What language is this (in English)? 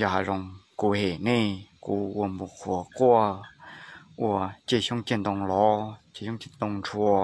Hmong